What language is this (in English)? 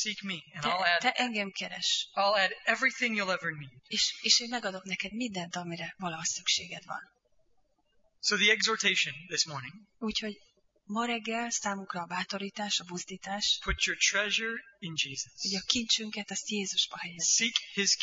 Hungarian